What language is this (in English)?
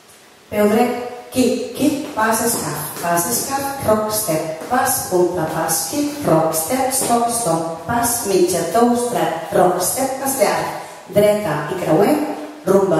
Catalan